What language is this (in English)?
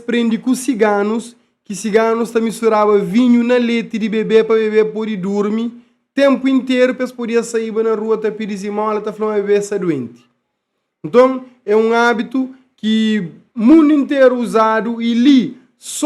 Kabuverdianu